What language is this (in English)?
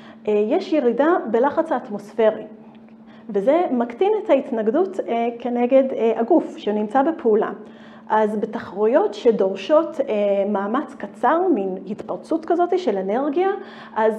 Hebrew